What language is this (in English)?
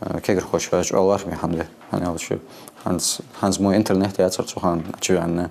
Ingush